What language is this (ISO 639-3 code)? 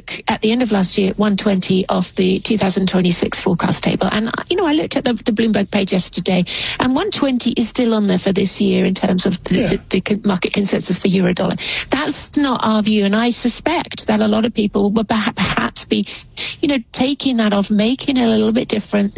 eng